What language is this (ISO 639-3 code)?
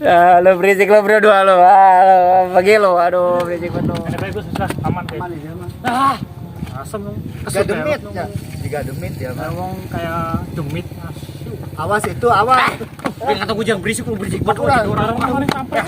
bew